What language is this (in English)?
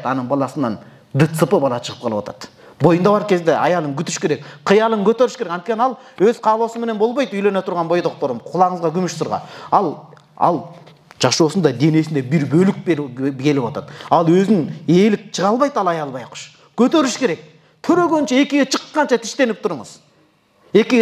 Kyrgyz